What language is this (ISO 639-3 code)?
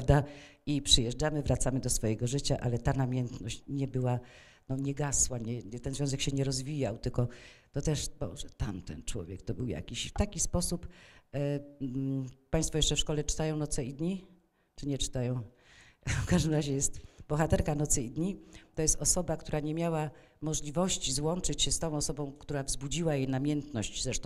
pol